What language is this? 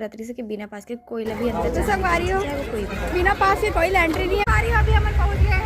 Chhattisgarhi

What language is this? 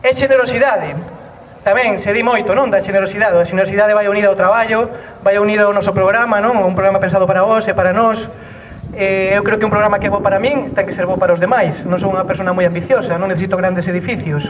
Galician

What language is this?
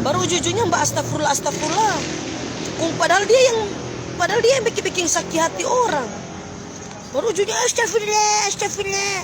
Manado Malay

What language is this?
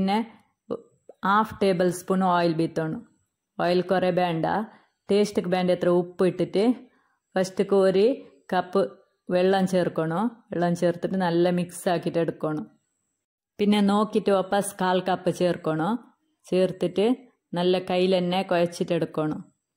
Malayalam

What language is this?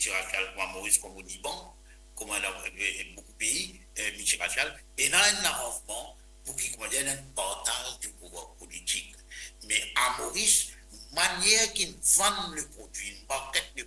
Morisyen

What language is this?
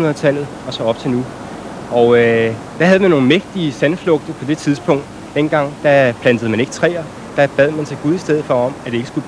Danish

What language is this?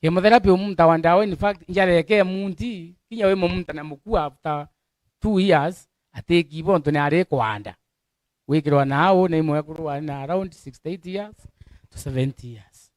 Meru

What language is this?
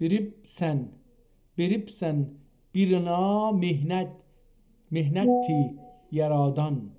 South Azerbaijani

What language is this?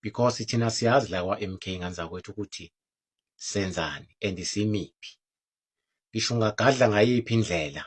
Zulu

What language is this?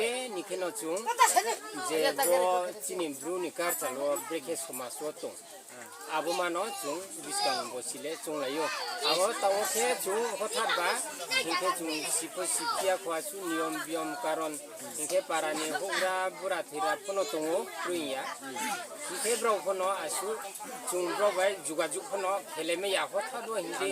Riang (India)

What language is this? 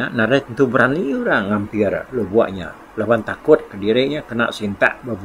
Iban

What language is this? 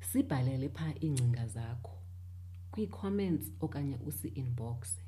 Xhosa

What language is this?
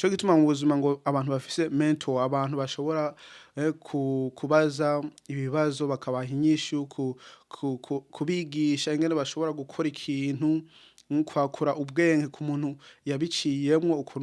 Rundi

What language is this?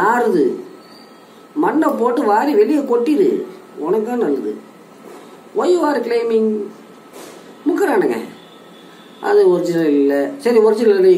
Tamil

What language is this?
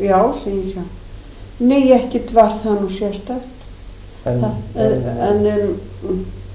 Icelandic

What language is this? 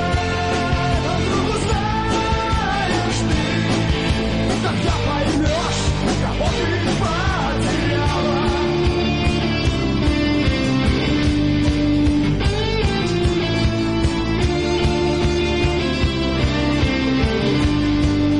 Russian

